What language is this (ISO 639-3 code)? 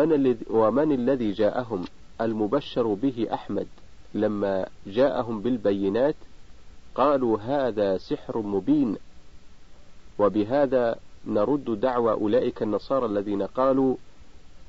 ara